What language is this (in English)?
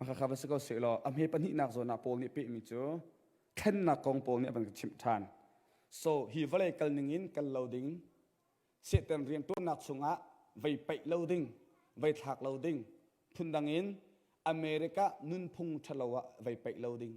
Hakha Chin